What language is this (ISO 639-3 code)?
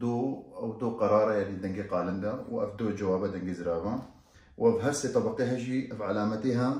kur